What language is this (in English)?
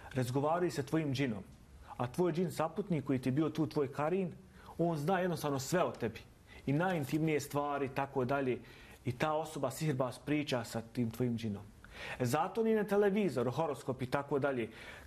Bosnian